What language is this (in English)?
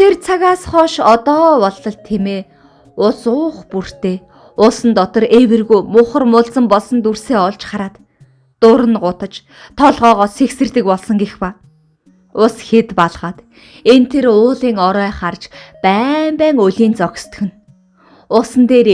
Mongolian